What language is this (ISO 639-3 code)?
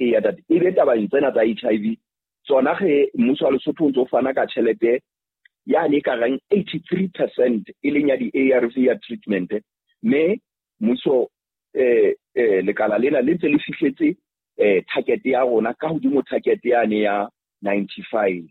sot